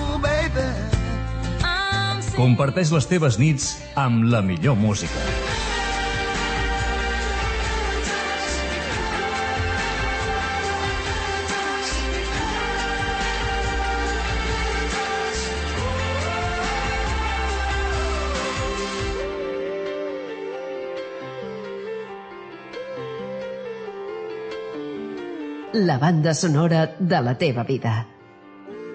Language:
Catalan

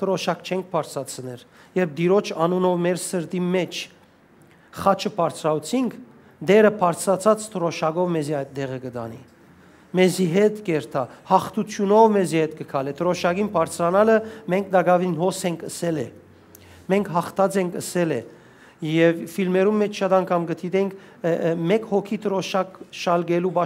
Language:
Western Armenian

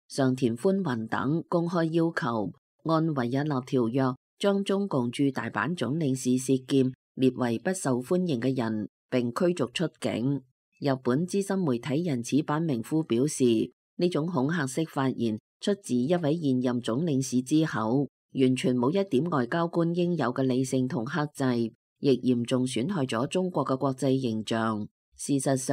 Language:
Cantonese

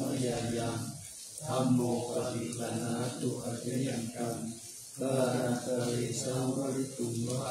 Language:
Pali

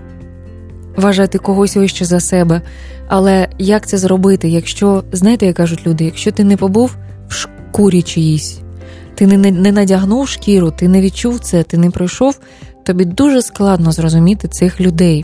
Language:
Ukrainian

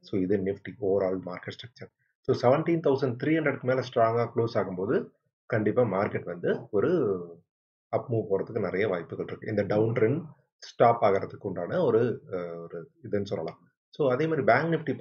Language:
Tamil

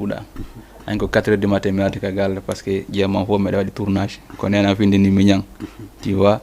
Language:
Fula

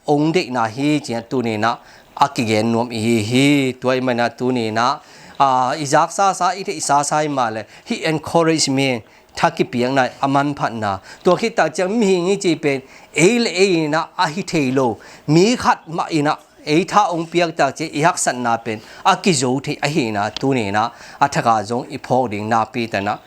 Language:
Tedim Chin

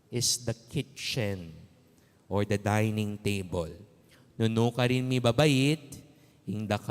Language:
Pampanga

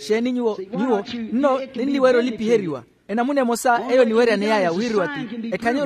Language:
Makhuwa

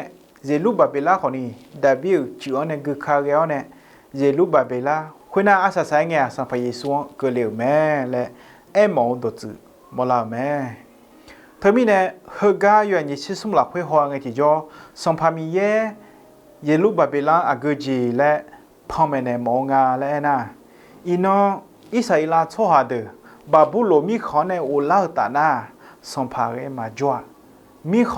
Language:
Akha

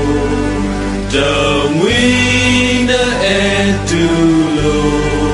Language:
S'gaw Karen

